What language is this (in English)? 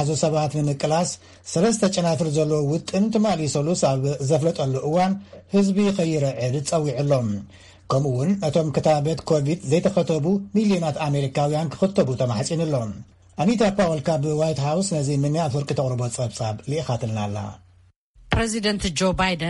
Tigrinya